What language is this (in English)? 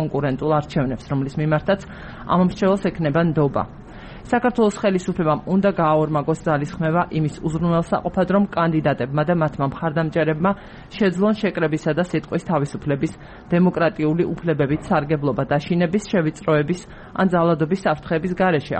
Georgian